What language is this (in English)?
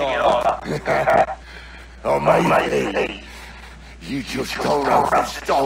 English